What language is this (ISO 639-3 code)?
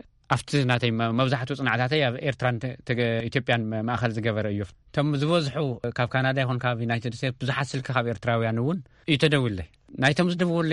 tir